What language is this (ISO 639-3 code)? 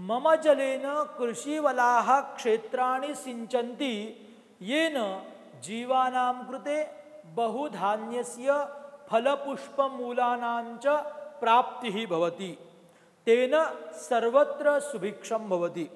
san